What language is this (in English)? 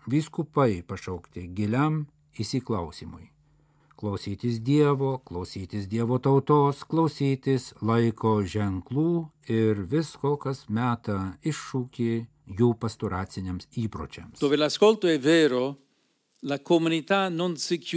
Lithuanian